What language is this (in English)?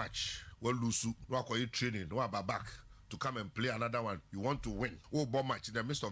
Akan